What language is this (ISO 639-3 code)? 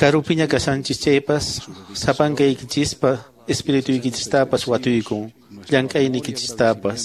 que